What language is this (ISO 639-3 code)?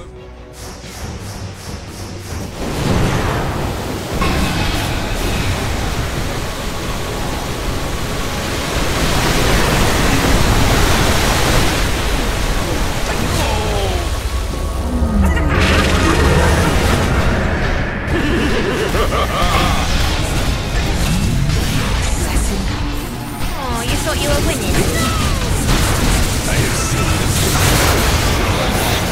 eng